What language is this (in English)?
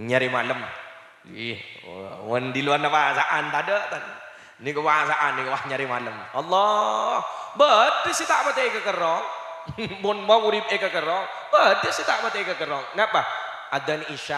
Madurese